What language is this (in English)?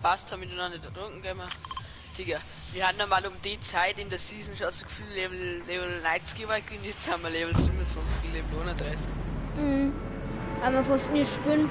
Bavarian